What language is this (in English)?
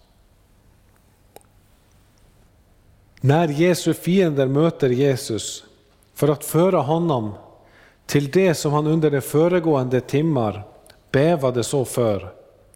Swedish